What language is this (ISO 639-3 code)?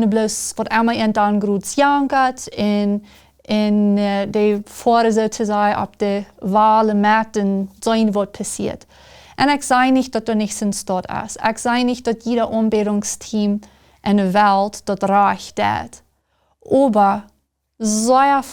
pdt